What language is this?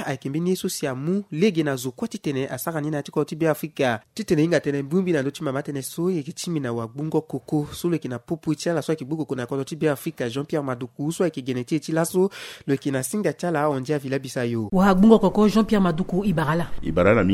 Sango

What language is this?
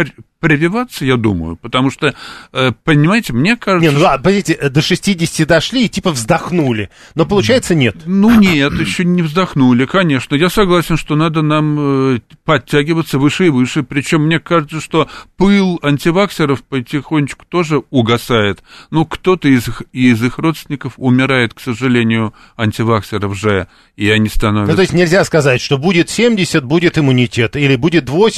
Russian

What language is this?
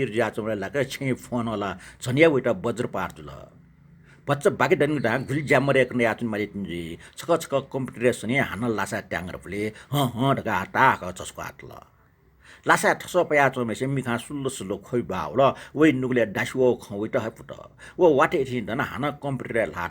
Newari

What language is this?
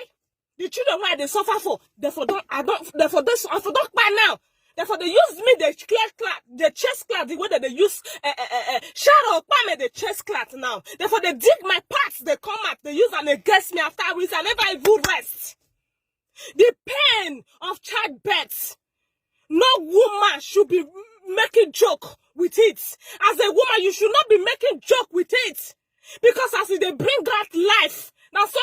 Nigerian Pidgin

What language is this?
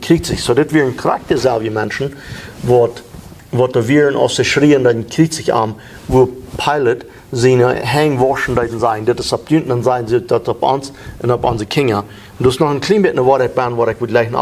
Plautdietsch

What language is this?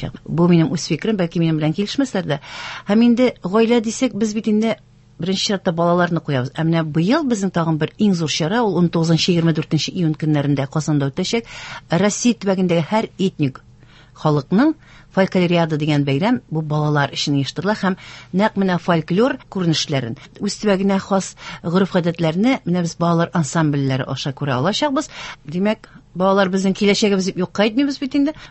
Tatar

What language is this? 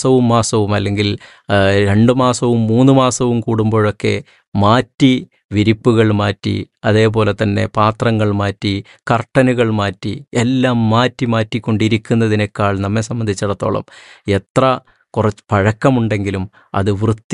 Malayalam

